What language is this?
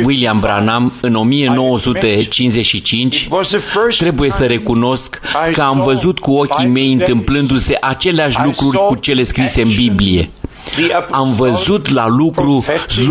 Romanian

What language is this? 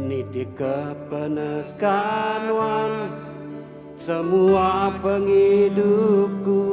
Iban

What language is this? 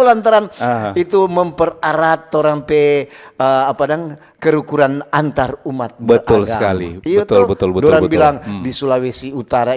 Manado Malay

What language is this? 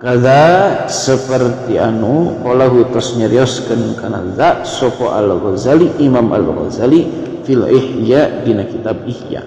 Sundanese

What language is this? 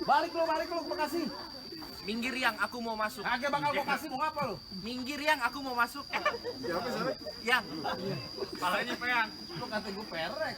Betawi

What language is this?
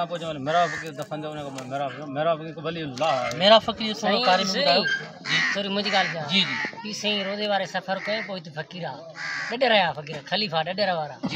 Sindhi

